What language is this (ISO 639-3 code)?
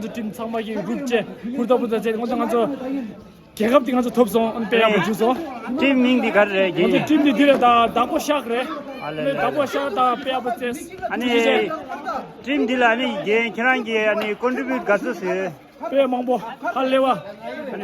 bod